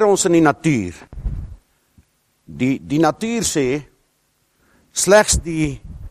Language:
Afrikaans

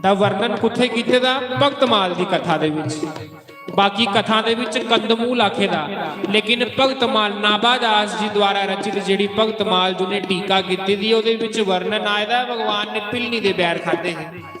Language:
Dogri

